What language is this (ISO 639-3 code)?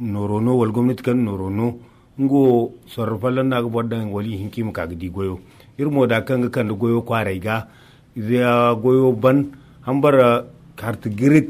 dje